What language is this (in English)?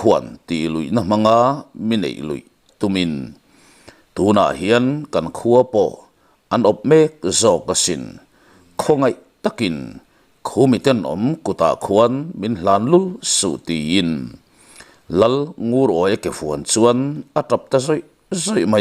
Mizo